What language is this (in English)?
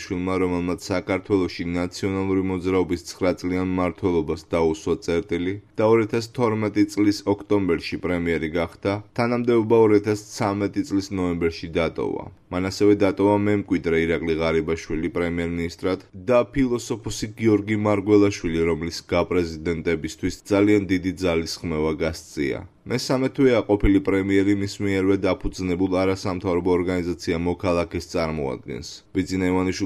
Georgian